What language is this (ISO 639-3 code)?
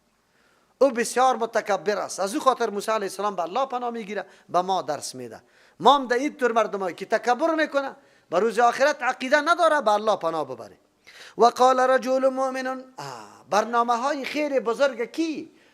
fas